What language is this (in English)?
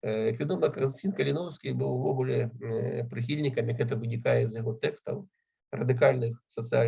Belarusian